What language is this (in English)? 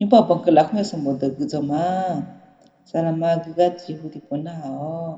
Akha